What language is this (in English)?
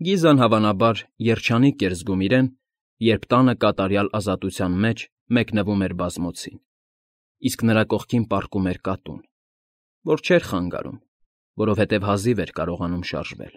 Armenian